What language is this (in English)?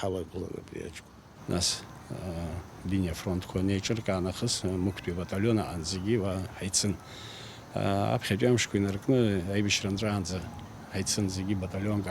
Abkhazian